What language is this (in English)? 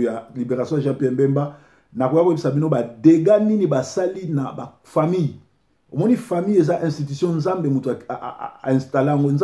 Lingala